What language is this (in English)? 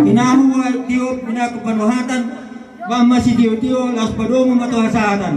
Batak Toba